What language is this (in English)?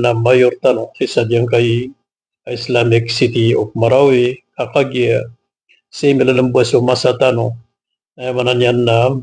Maranao